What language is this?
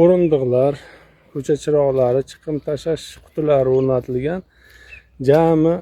Uzbek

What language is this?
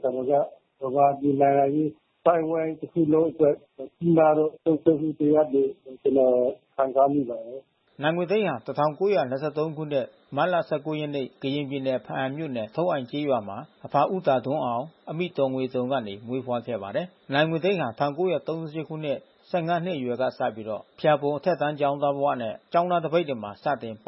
Burmese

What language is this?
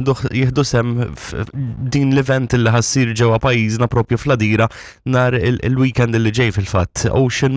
Maltese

